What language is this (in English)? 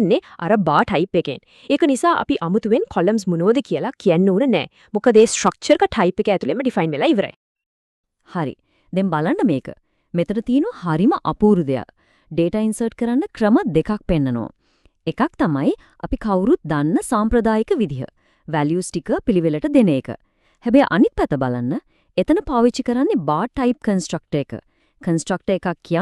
Sinhala